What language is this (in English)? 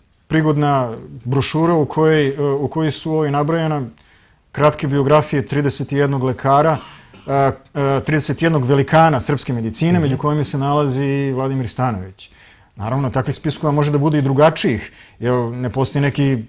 Serbian